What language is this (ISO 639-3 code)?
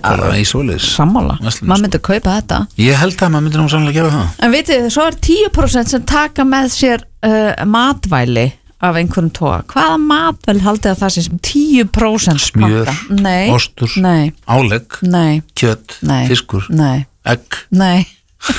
isl